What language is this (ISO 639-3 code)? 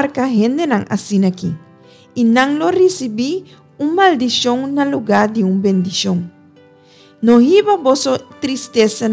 pap